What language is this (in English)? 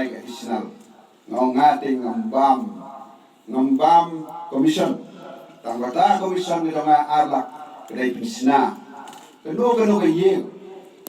Khasi